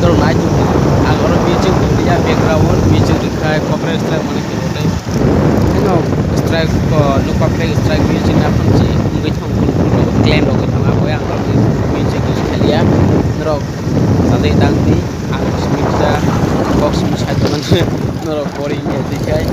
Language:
Kok Borok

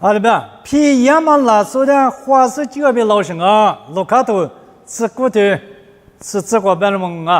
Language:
Lisu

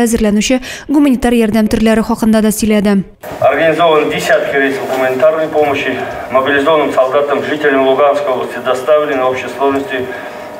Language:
Tatar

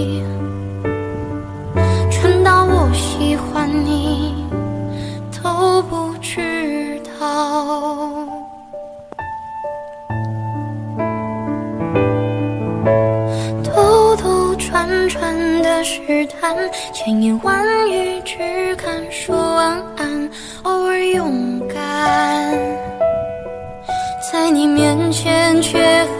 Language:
Chinese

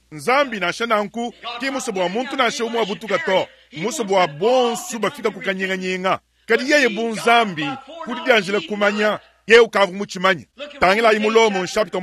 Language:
Luba-Lulua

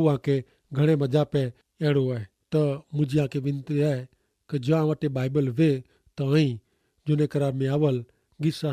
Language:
Kachhi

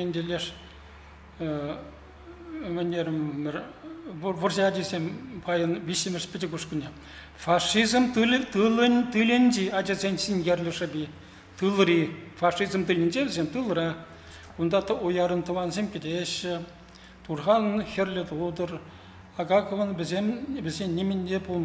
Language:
Chuvash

